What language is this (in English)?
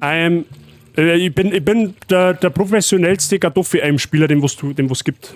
Bavarian